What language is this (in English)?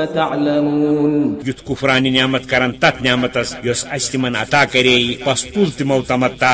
Kashmiri